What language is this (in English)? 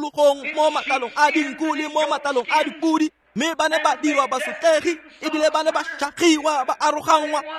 Tswana